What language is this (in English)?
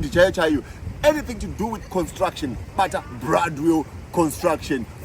Shona